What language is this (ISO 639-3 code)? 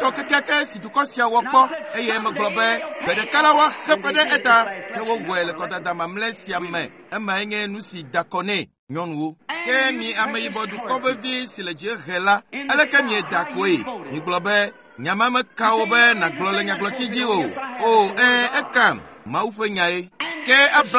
ewe